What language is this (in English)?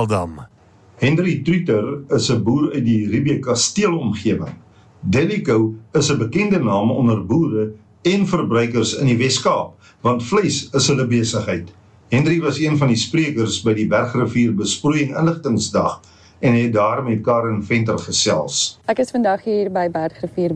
Afrikaans